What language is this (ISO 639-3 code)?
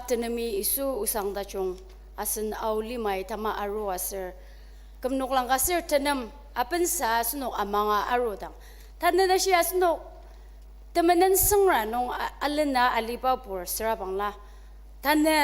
njo